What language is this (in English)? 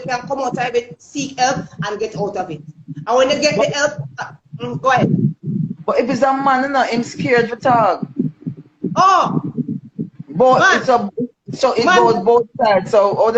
Jamaican Creole English